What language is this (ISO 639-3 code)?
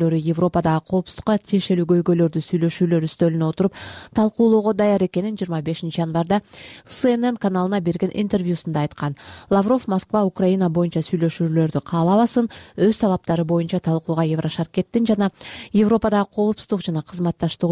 kir